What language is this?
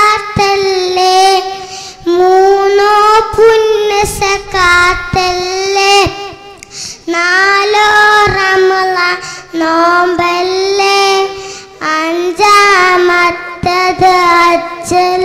Malayalam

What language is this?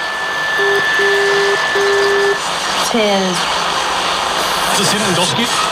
Russian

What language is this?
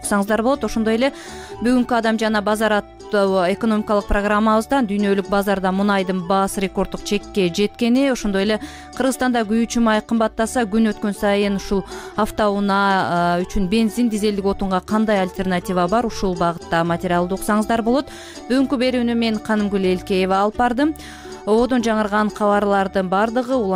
Kyrgyz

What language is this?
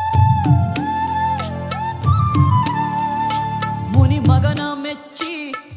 Kannada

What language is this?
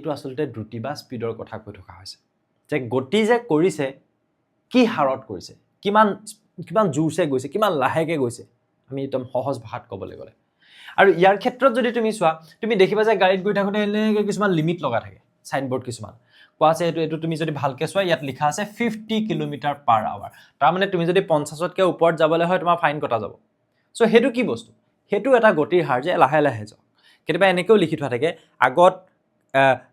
Assamese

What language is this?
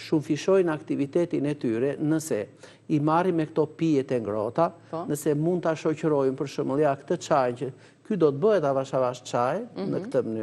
Albanian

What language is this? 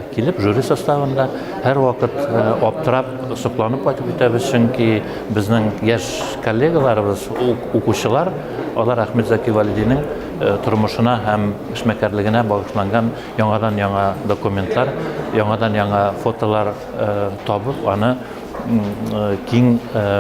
Bashkir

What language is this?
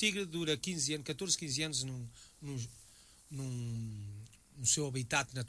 Portuguese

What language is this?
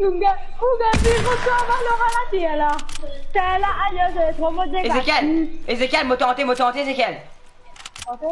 Morisyen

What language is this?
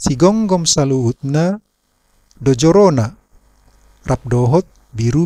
Batak Toba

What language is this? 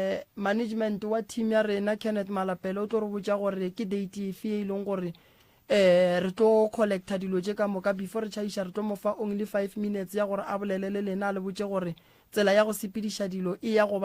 Northern Sotho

